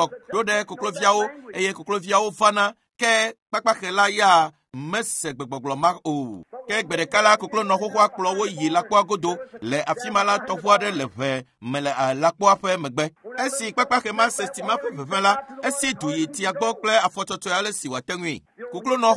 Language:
Ewe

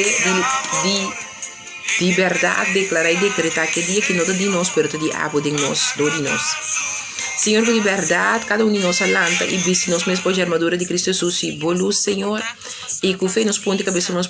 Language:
Papiamento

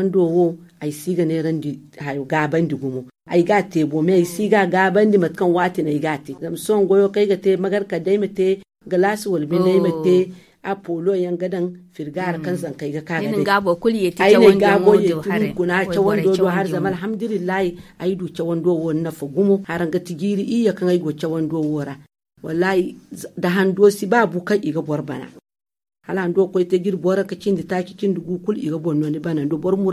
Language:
Zarma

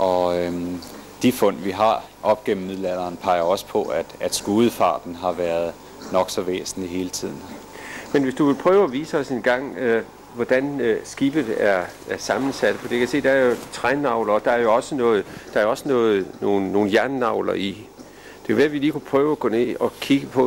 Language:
Danish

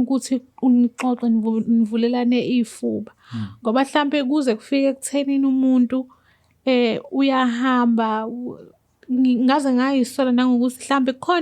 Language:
Zulu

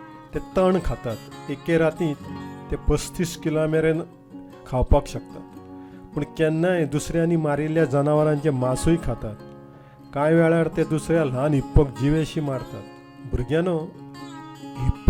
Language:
Konkani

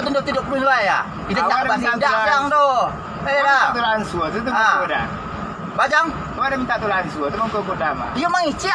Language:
Minangkabau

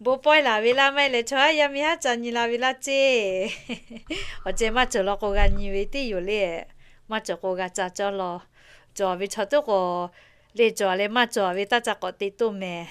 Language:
Lahu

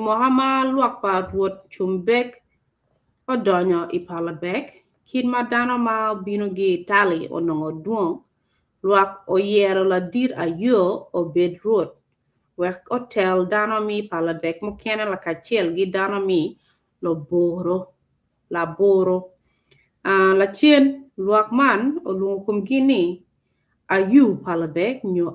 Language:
Acoli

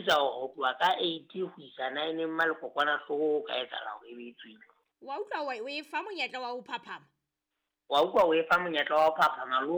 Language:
Southern Sotho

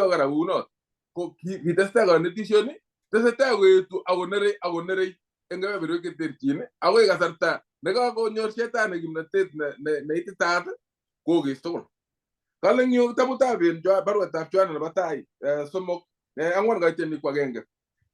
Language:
Kalenjin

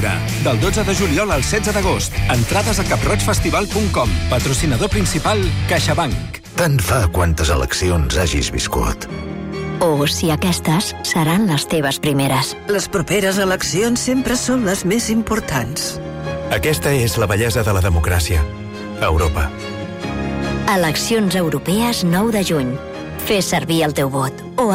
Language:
Catalan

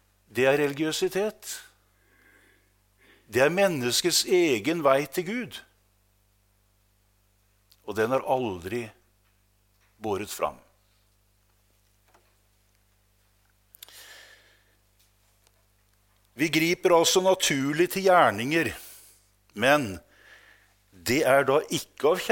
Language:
Norwegian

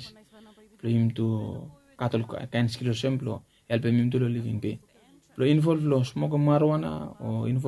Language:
Bislama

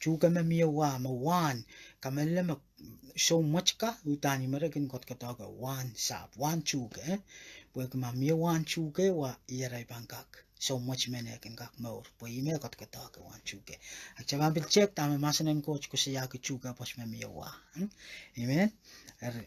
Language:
Pohnpeian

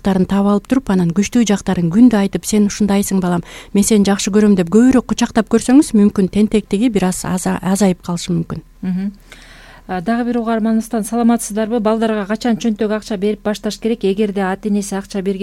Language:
Kyrgyz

